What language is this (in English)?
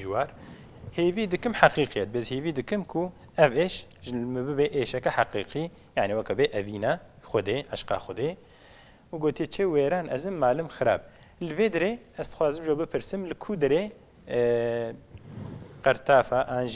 Kurdish